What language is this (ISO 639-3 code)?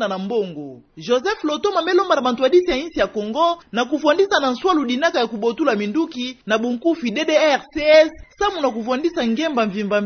ktu